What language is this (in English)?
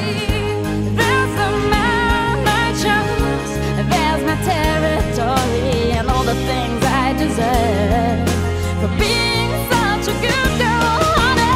English